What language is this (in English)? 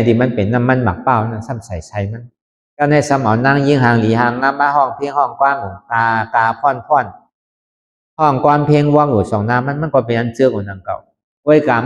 Shan